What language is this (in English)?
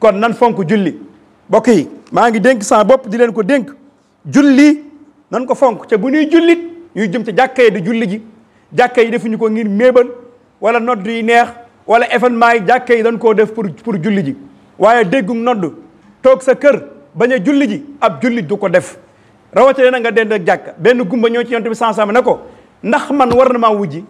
Wolof